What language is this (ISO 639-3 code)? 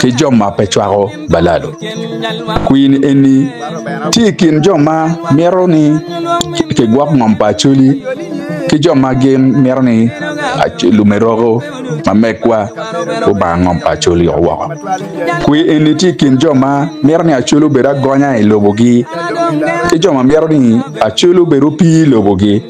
ach